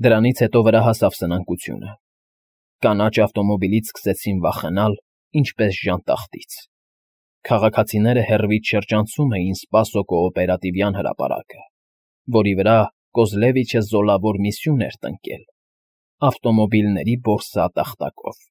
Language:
Armenian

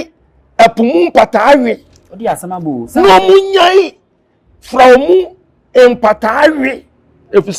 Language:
Akan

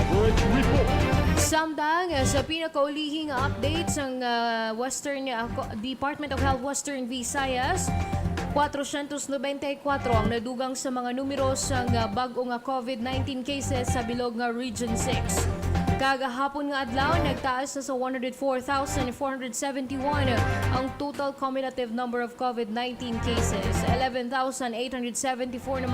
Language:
Hiligaynon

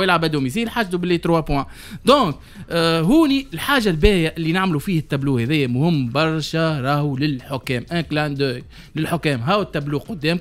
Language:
Tunisian Arabic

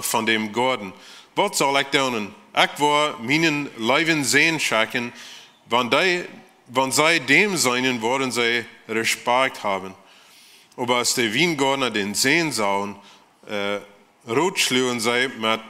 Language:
Plautdietsch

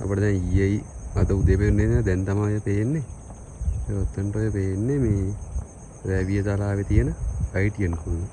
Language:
Sinhala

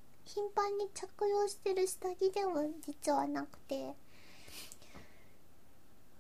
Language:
Japanese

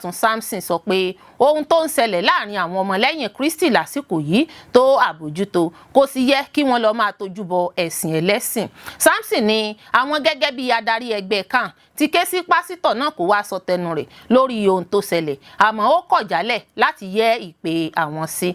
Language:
Yoruba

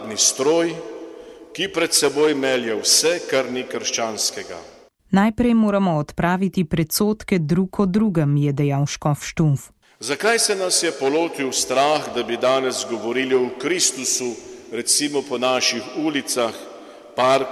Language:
Slovenian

